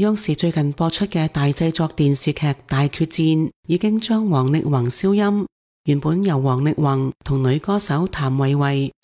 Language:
Cantonese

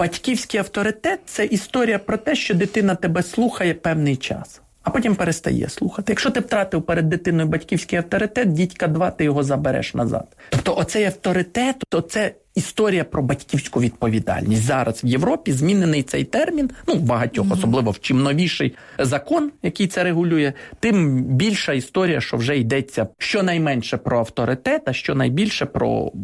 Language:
Ukrainian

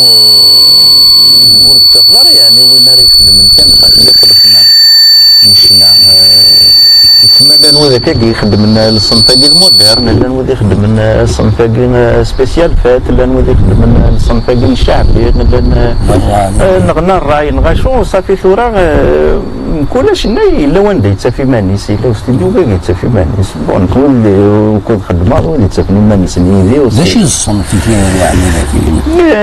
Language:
Kabyle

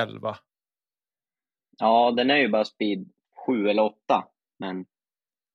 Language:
Swedish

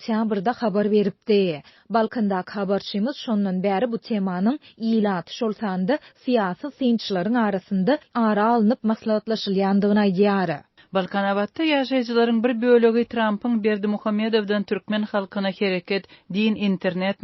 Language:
Turkmen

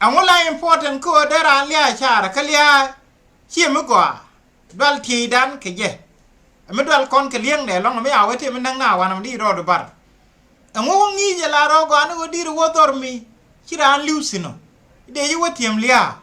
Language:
Nuer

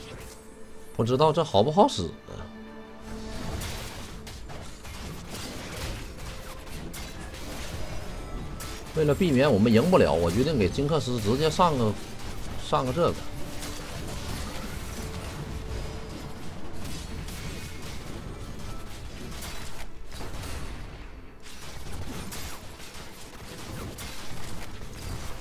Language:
Chinese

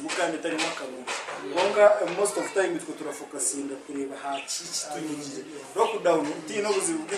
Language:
Nyankole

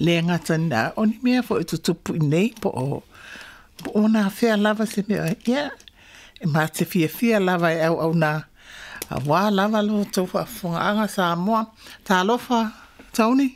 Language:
Samoan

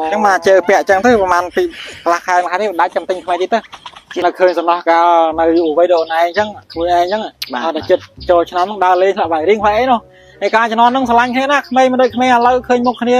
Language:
Khmer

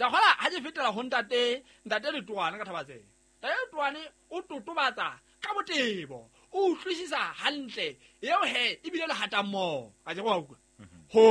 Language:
Southern Sotho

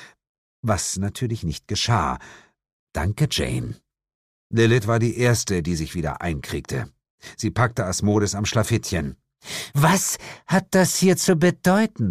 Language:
German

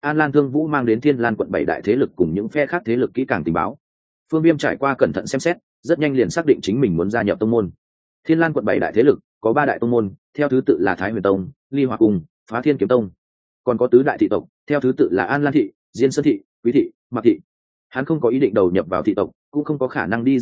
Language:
Vietnamese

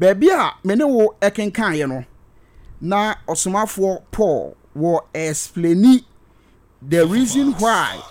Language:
Akan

